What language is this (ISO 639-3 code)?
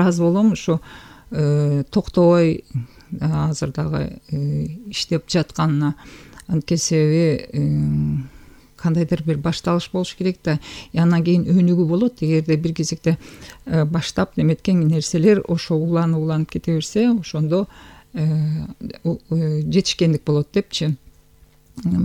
kir